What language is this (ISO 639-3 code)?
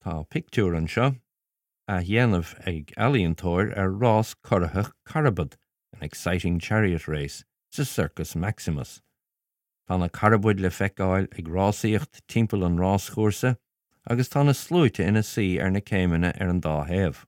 gle